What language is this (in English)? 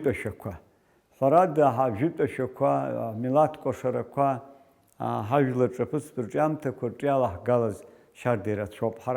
Abkhazian